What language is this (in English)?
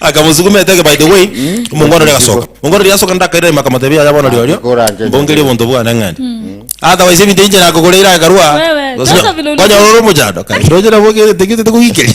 Gusii